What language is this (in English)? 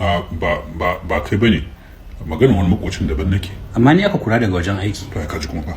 Hausa